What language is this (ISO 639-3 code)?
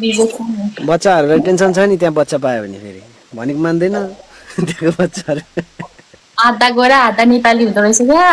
nep